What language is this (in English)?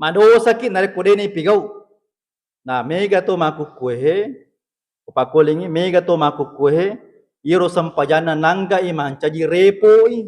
Buginese